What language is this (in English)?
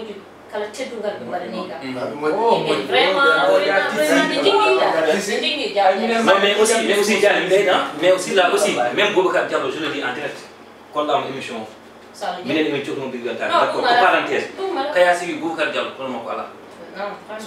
Fula